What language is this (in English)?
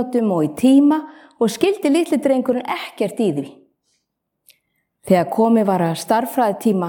Icelandic